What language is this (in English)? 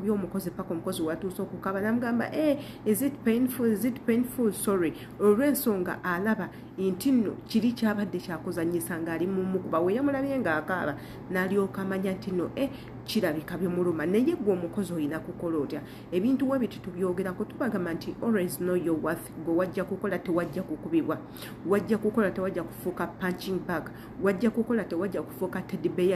Ganda